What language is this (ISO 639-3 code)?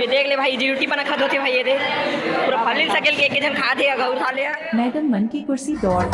hne